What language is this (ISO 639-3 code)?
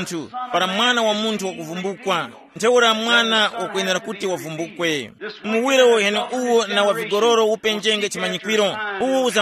tum